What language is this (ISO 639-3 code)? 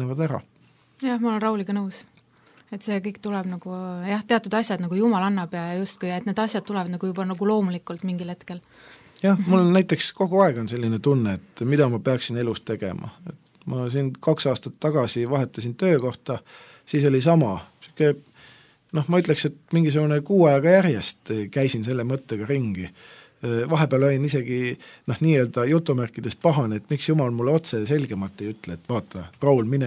est